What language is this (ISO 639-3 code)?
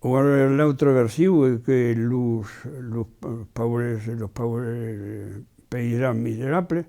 oci